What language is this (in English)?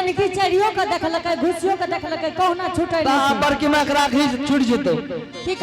Angika